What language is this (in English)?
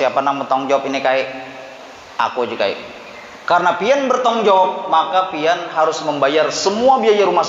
Banjar